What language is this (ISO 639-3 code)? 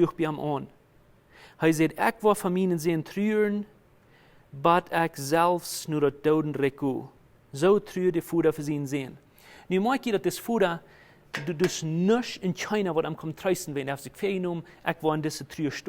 pdt